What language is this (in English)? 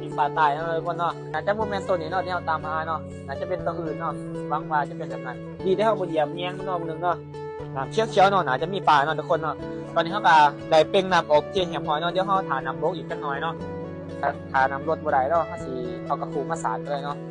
Lao